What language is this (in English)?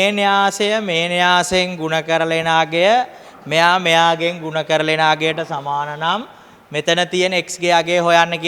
Sinhala